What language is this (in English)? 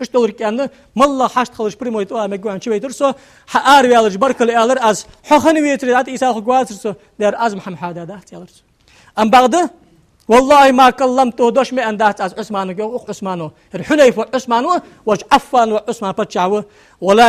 Ingush